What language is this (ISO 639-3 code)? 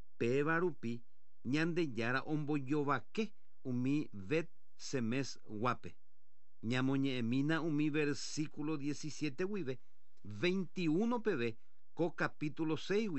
grn